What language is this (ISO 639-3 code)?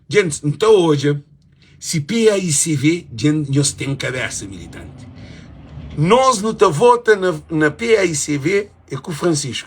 kea